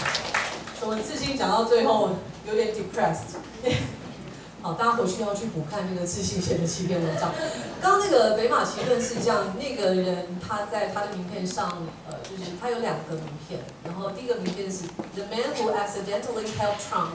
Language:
Chinese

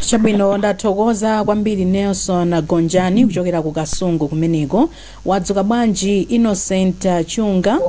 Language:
Nyanja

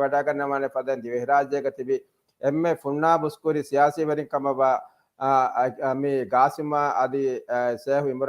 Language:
Divehi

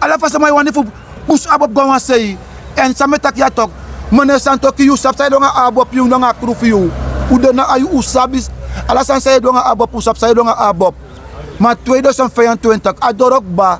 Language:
Sranan Tongo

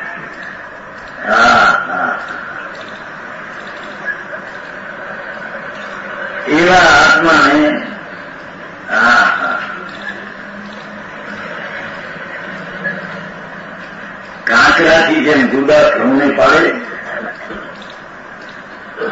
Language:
Gujarati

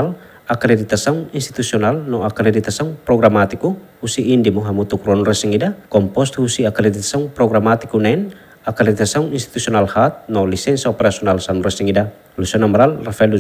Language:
Tetum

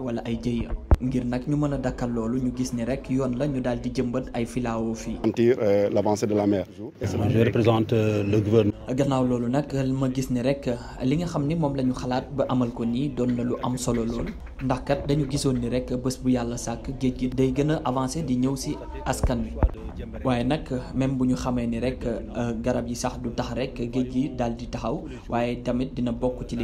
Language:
Wolof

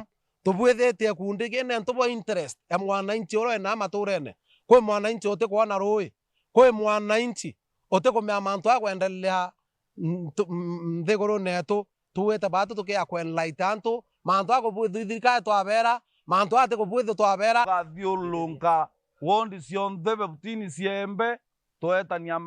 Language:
Meru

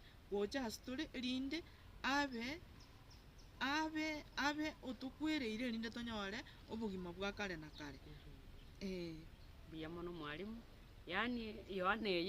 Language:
Gusii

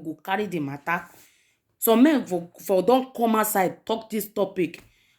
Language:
Nigerian Pidgin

